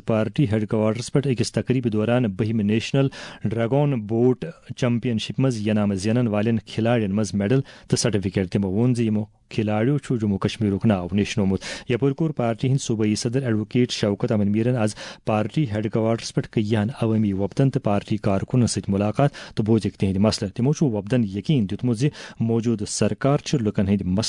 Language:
Kashmiri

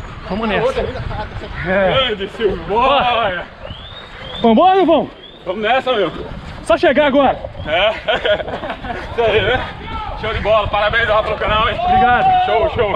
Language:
Portuguese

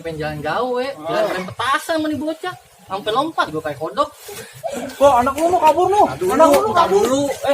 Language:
Betawi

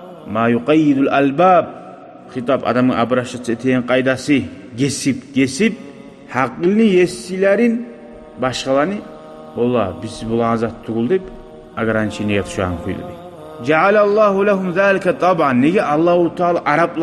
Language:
Kumyk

